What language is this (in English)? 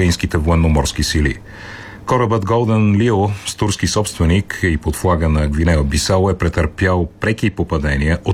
Bulgarian